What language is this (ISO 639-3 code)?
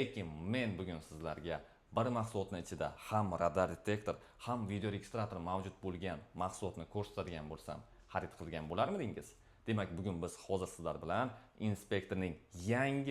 uzb